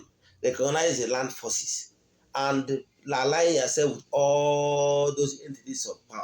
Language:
Igbo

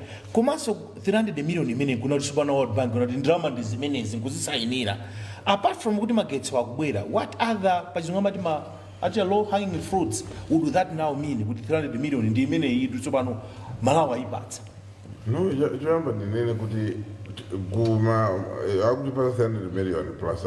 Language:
Nyanja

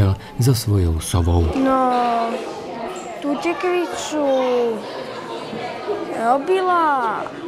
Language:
Slovak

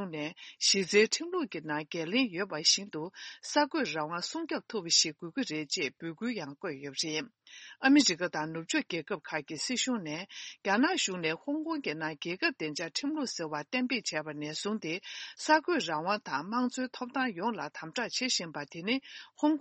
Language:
Tibetan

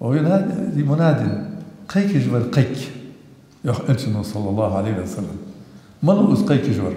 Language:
Ingush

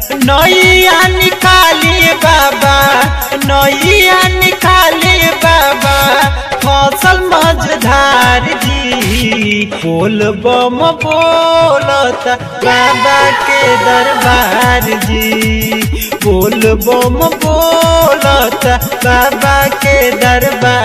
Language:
Bhojpuri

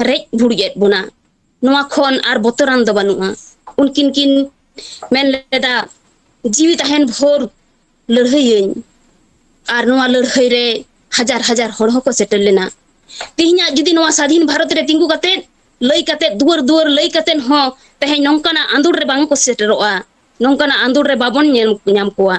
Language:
Santali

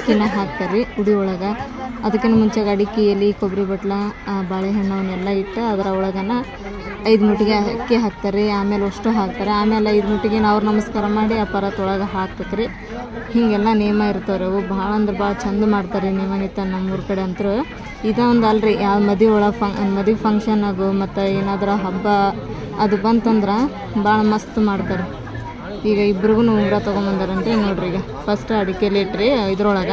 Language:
Kannada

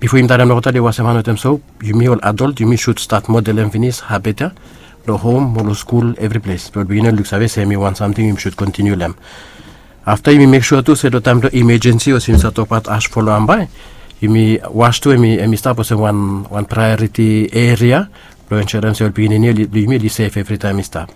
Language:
Bislama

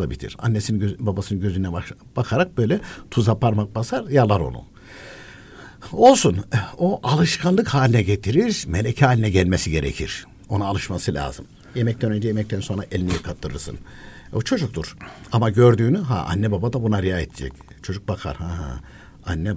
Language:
Turkish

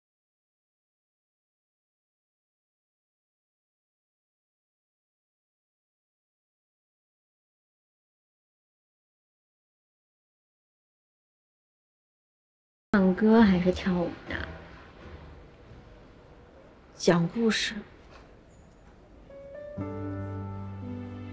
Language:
Chinese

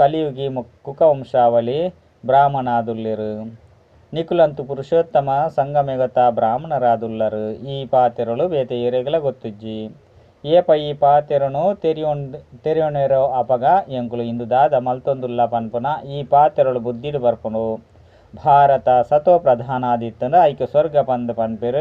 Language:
Tulu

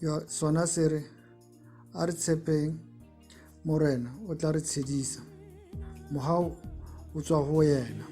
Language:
Tswana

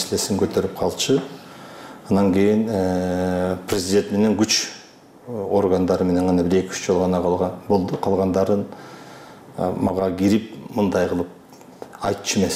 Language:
Kyrgyz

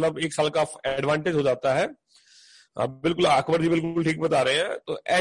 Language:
Hindi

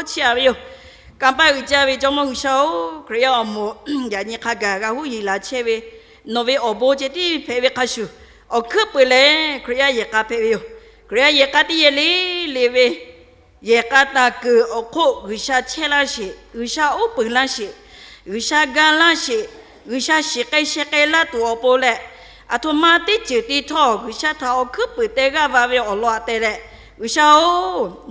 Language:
Lahu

